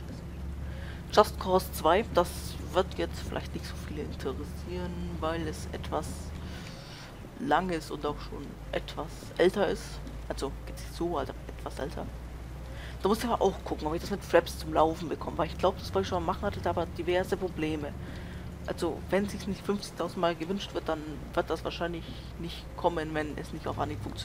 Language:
German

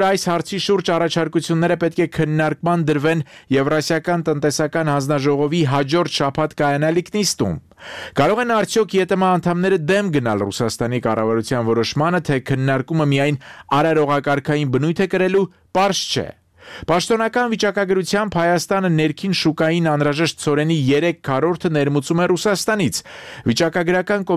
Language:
Armenian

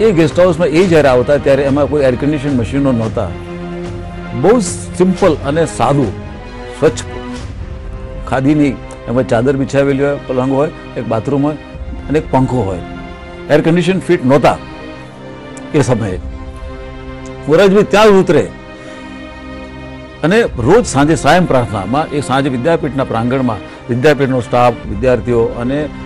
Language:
Gujarati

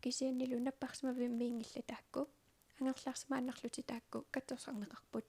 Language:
Kalaallisut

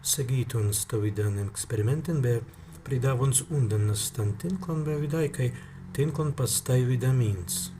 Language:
Prussian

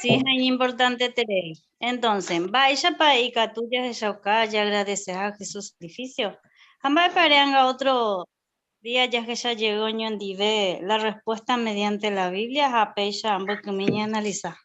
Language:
Guarani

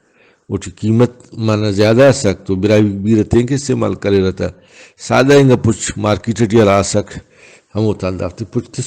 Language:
Brahui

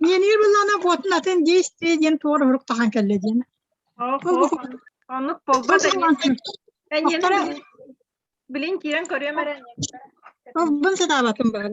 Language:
Yakut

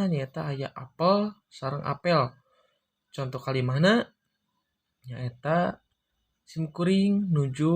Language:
Sundanese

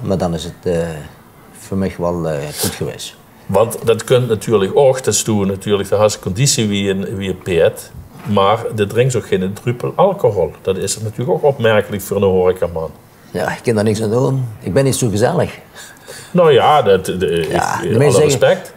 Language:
Limburgish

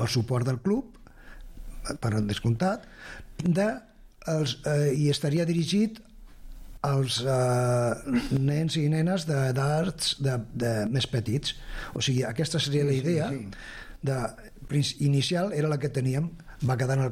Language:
Catalan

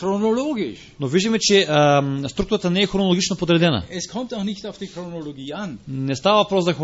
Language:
Bulgarian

